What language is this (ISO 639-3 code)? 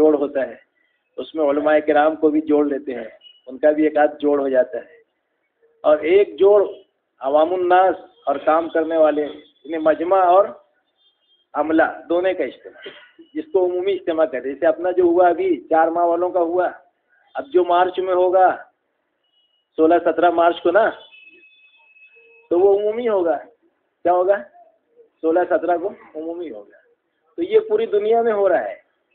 urd